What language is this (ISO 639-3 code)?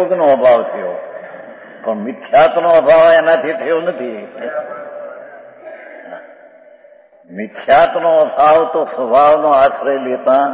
guj